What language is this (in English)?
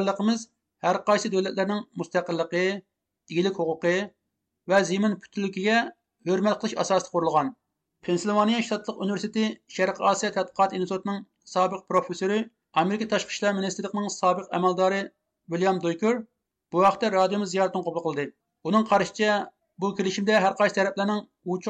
Uyghur